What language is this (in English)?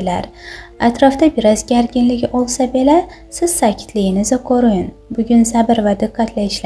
Azerbaijani